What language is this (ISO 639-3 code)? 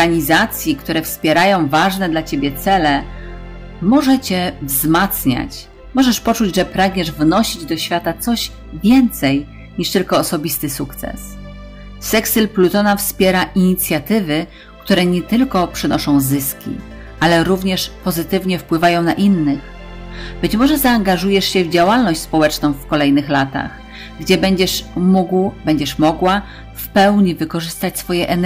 pol